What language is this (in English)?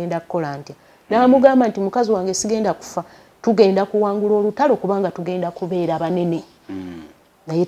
Ganda